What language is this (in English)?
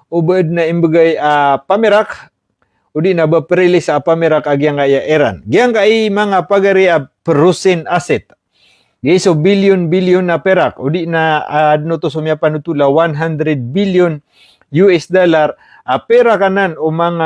Maranao